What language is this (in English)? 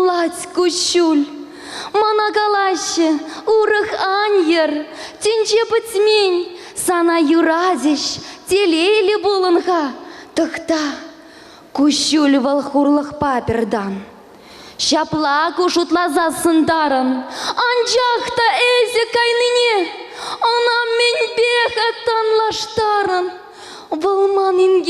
Chuvash